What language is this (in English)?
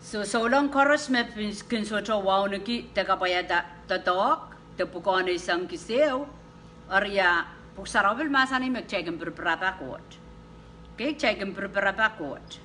Pohnpeian